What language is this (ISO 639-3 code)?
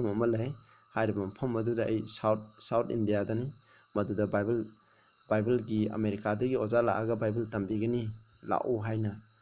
mni